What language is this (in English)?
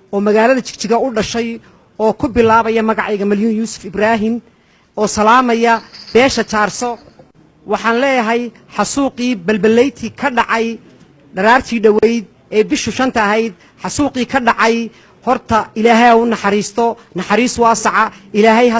Somali